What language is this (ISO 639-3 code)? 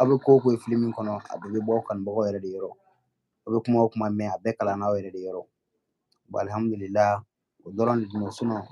bam